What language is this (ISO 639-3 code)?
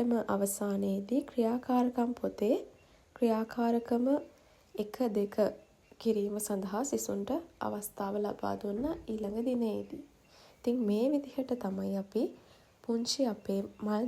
sin